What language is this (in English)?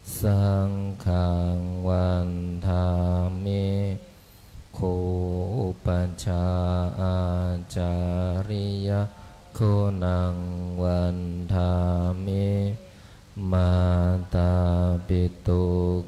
Pali